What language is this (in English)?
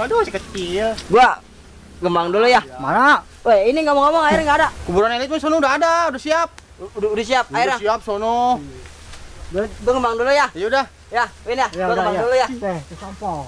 Betawi